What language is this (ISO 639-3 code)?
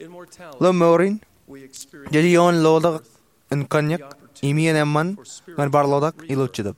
mah